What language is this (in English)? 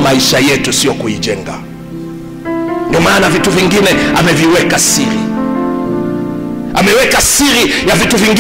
Swahili